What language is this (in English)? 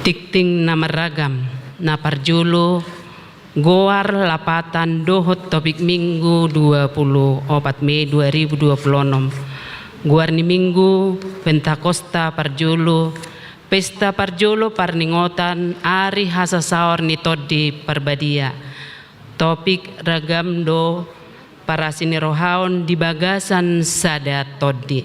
Batak Toba